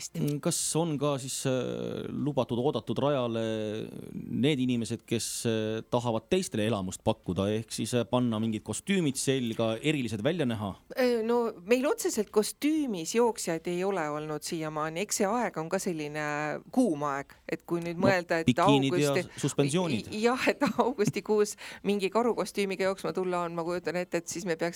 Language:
Estonian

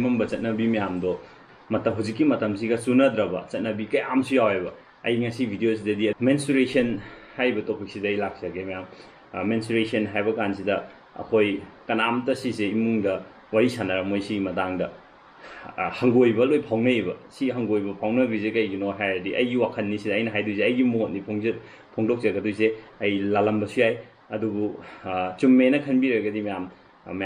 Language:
Manipuri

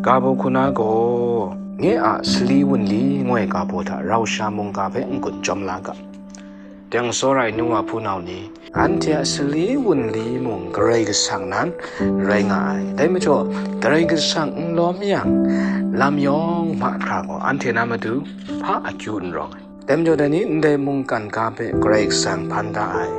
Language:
Kachin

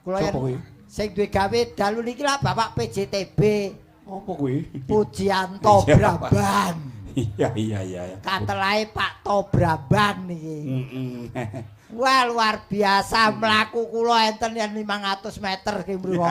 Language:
Javanese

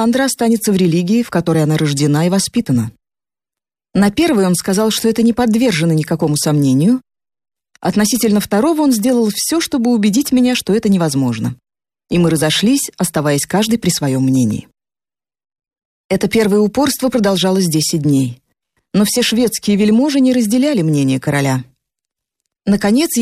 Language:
Russian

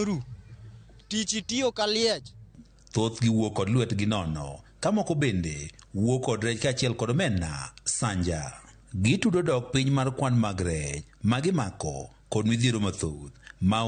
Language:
Luo (Kenya and Tanzania)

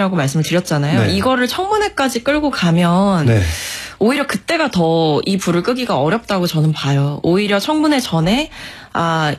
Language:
Korean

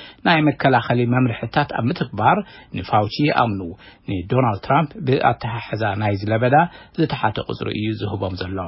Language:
Tigrinya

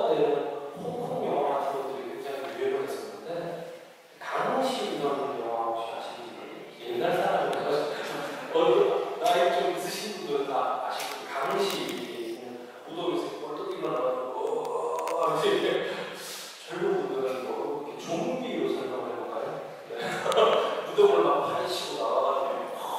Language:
Korean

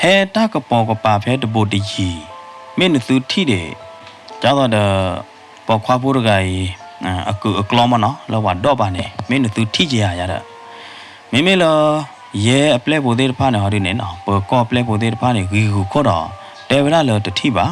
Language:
S'gaw Karen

